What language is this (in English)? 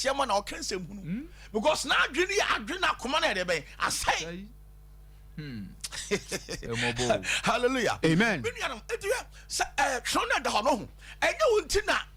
Akan